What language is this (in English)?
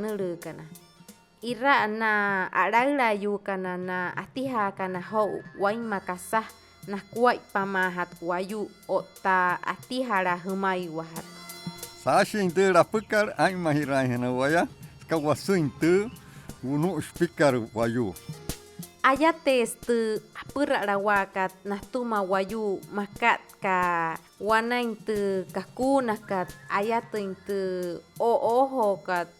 Wayuu